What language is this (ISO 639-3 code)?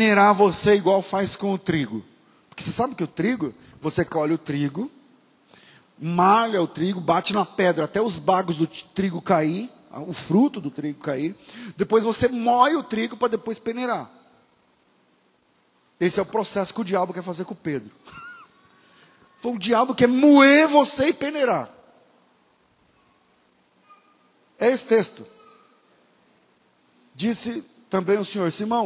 por